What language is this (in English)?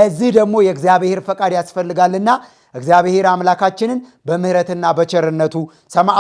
Amharic